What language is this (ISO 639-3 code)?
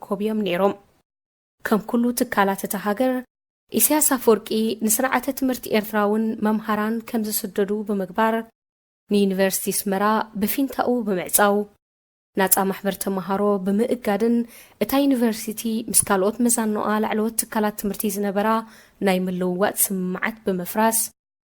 tir